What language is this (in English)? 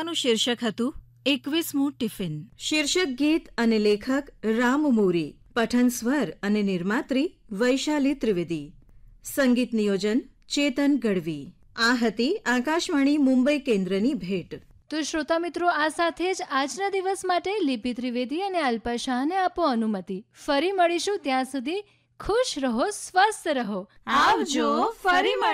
Gujarati